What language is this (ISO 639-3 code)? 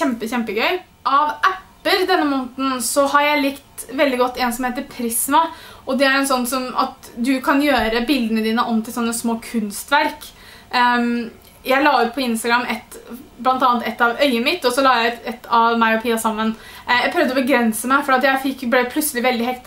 nor